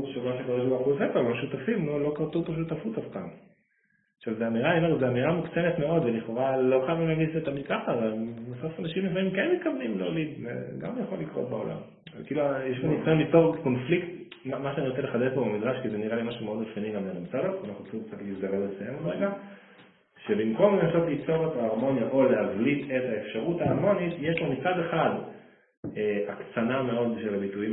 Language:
Hebrew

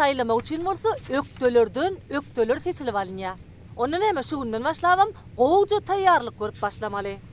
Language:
Turkmen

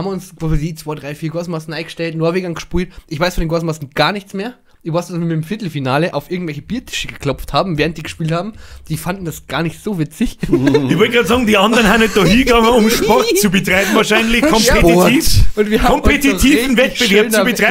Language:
Bavarian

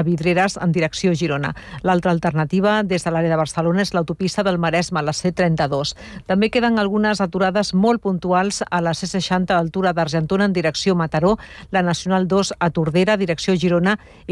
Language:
Catalan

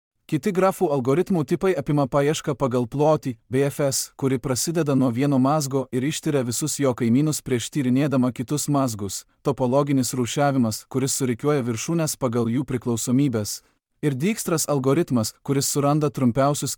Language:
Lithuanian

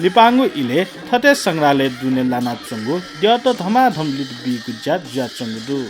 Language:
Newari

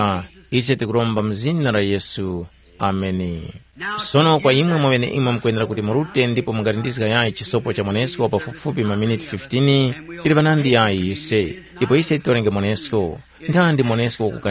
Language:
Tumbuka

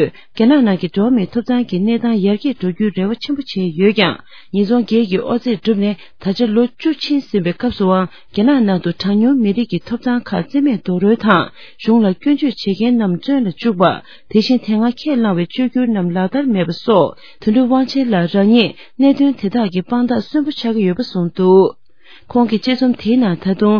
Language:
Tibetan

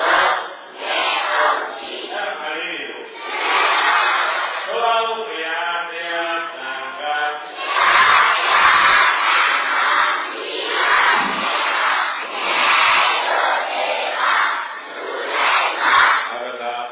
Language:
Burmese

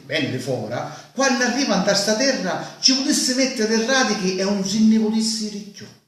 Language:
Sicilian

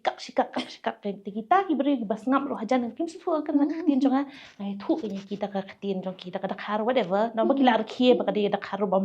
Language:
Khasi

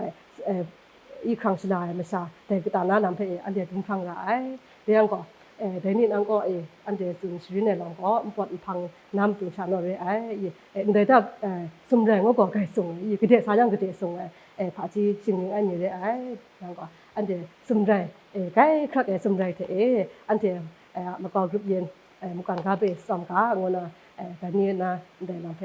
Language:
Kachin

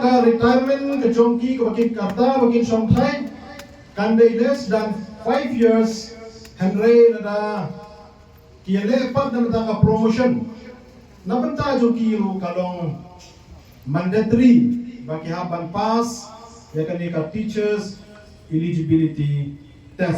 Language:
Khasi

